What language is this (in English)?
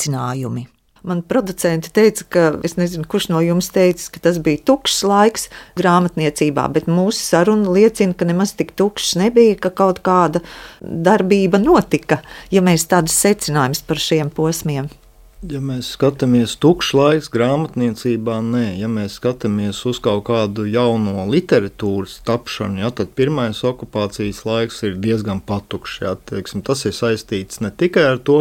Latvian